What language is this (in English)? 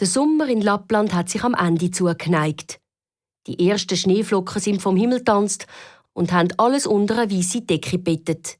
Swiss German